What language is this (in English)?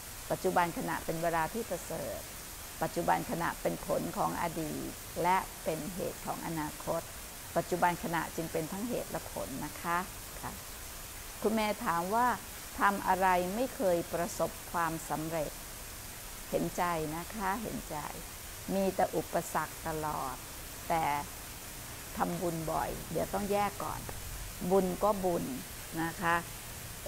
Thai